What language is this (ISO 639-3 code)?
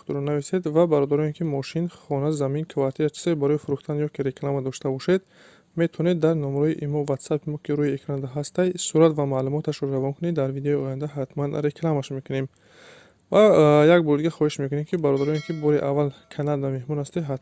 tgk